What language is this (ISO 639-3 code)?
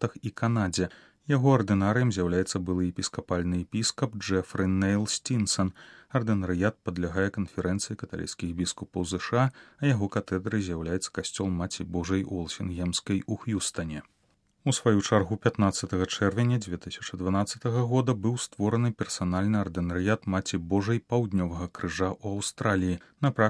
bel